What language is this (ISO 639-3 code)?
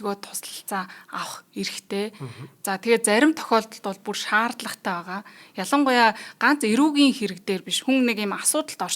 mon